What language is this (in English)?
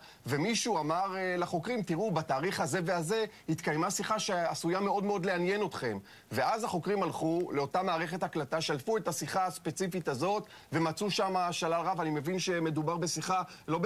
Hebrew